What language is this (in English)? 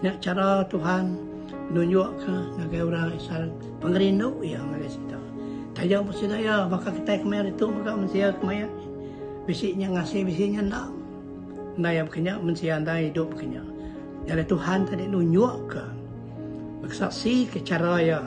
Iban